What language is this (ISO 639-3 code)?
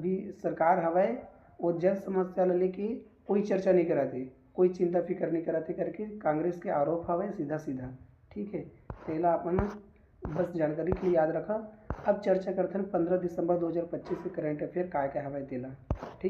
hne